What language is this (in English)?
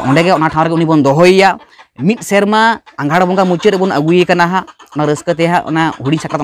Santali